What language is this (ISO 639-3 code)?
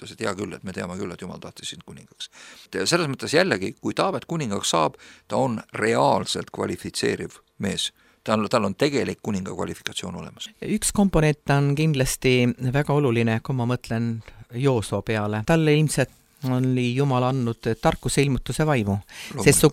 est